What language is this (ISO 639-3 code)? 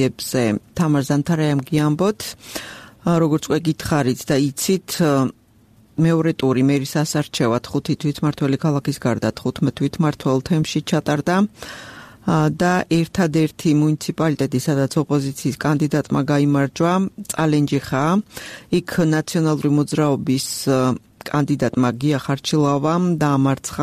kat